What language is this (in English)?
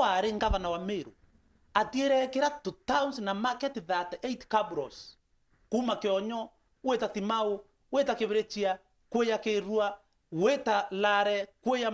Meru